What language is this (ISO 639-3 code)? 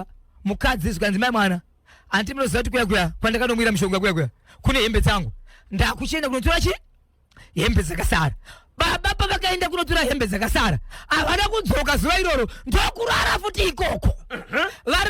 sna